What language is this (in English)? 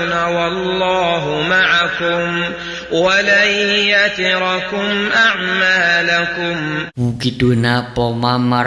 Sundanese